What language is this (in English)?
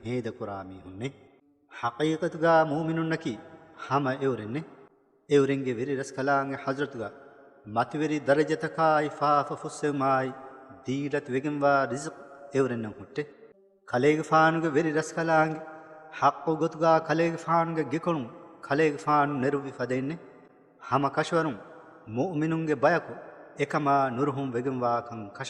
Divehi